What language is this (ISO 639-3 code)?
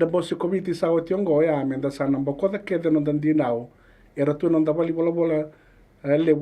fij